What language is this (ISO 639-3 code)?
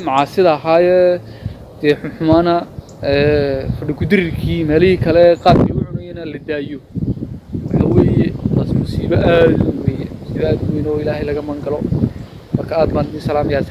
som